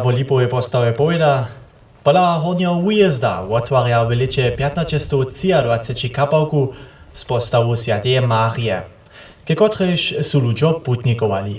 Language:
Upper Sorbian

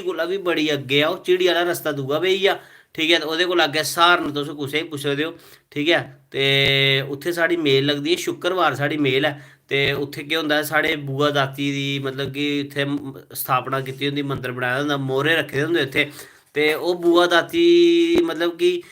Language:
Dogri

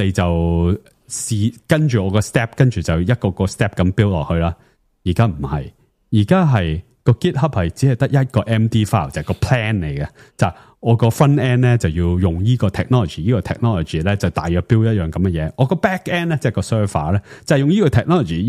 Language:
Cantonese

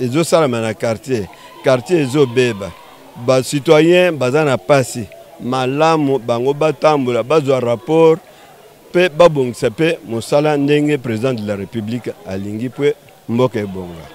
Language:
Lingala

